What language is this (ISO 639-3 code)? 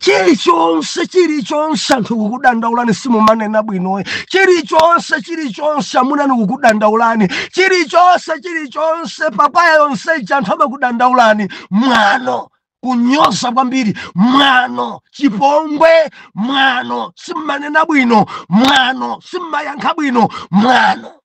nya